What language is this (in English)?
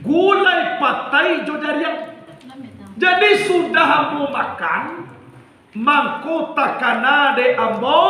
Minangkabau